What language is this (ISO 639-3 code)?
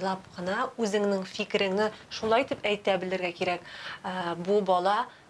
tat